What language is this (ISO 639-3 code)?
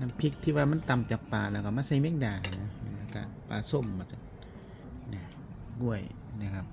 tts